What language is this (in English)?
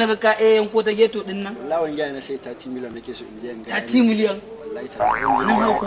Hausa